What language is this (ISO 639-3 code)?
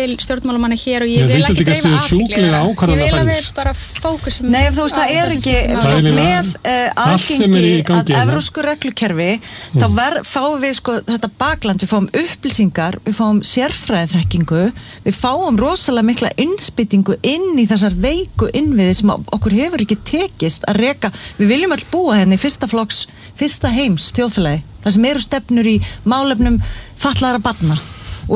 isl